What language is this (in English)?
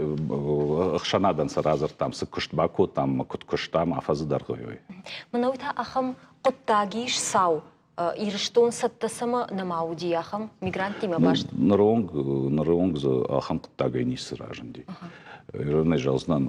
Ossetic